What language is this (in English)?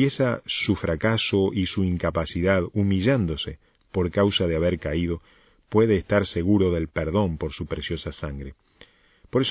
Spanish